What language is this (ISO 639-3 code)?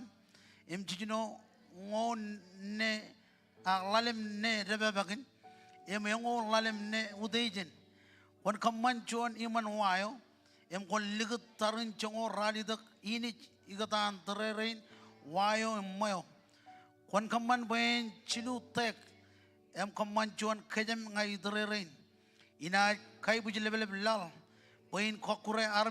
mah